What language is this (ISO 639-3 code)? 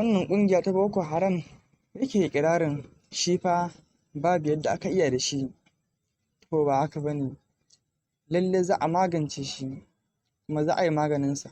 hau